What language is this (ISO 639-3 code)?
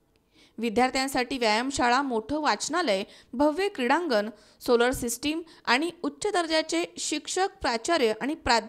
mar